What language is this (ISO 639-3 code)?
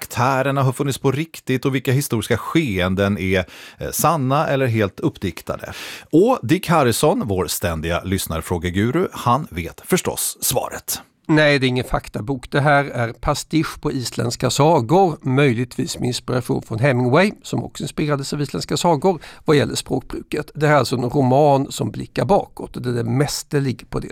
swe